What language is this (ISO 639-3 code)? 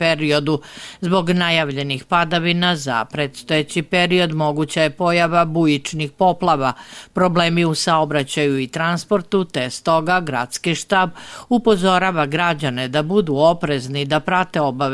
srp